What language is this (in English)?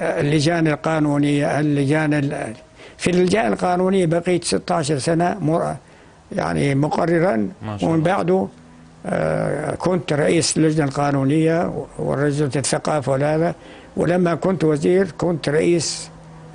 North Levantine Arabic